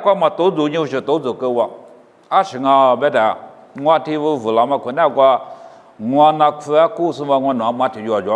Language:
Lisu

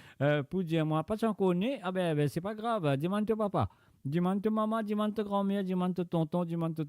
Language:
Morisyen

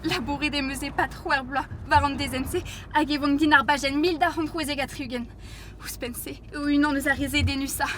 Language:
Breton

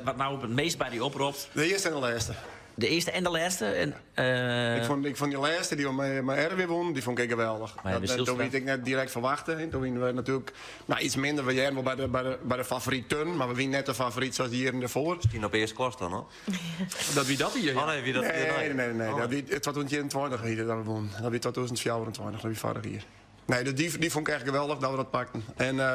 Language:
Western Frisian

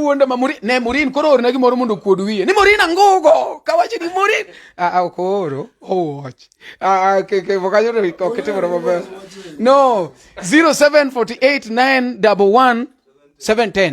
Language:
Luo (Kenya and Tanzania)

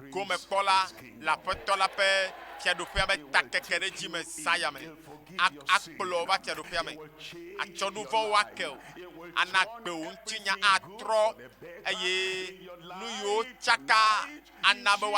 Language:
Ewe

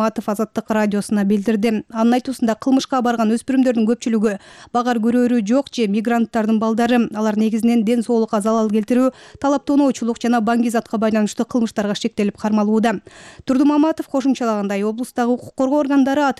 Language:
Kyrgyz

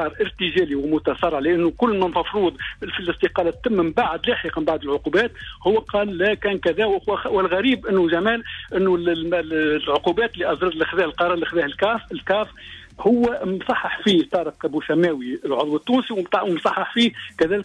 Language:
Tunisian Arabic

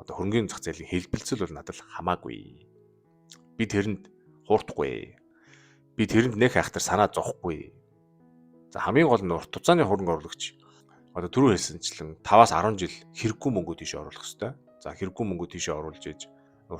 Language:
Mongolian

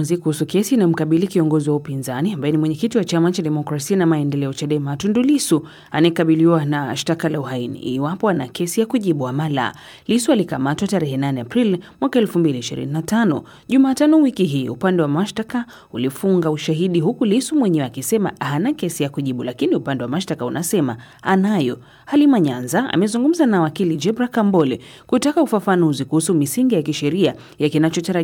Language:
Swahili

